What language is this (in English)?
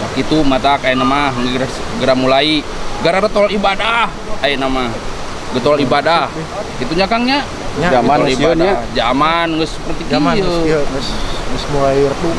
Sundanese